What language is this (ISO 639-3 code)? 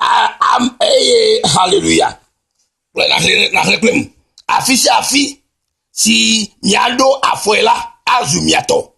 ewe